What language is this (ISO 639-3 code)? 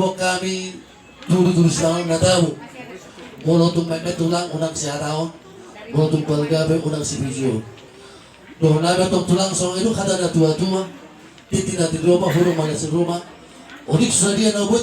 bbc